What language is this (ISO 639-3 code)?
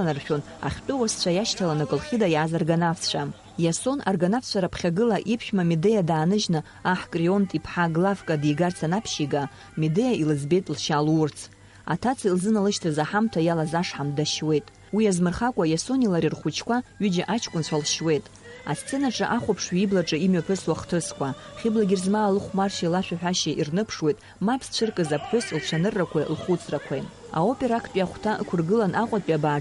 abk